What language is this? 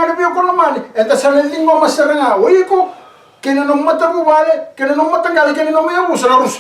Fijian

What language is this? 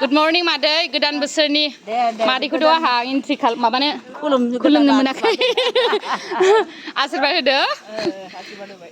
Bodo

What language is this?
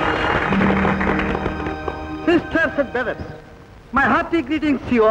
Telugu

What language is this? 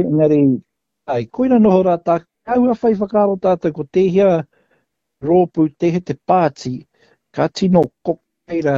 Māori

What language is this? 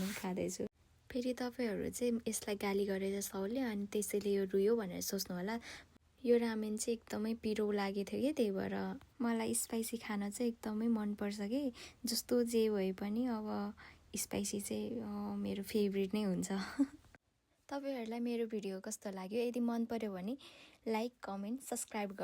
Nepali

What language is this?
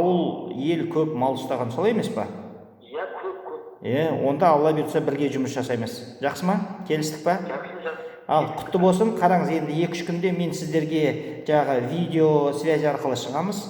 Kazakh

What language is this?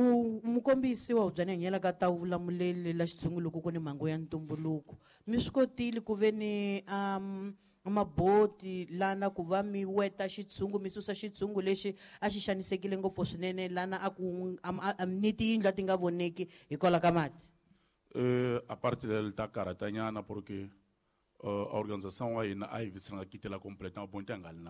Tsonga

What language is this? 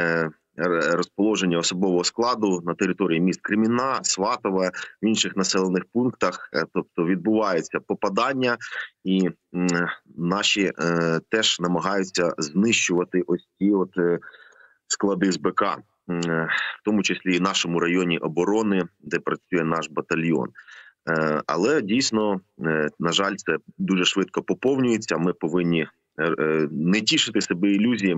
Ukrainian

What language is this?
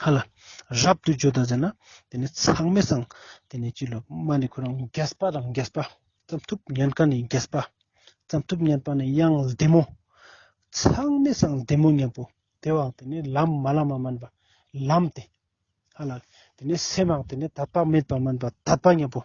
Ladakhi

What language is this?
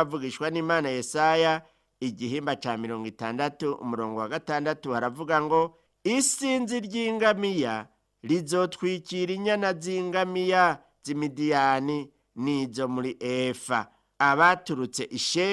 Rundi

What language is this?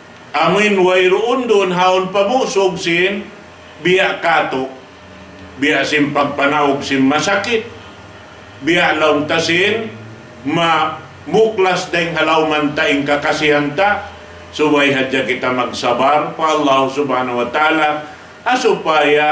Tausug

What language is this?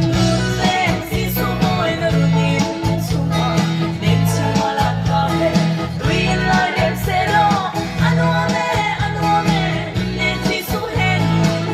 Hakha Chin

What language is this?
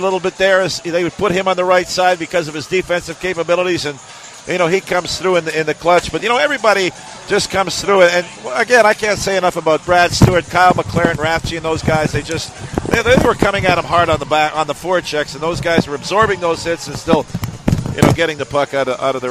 English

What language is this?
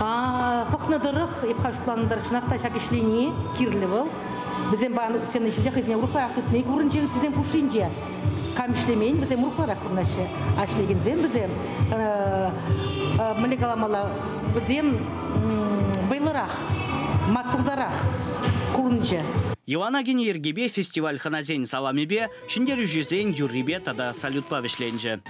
Chuvash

